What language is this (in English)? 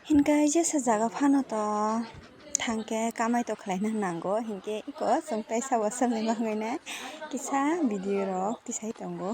Kok Borok